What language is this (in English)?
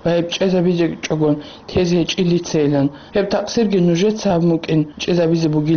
Avaric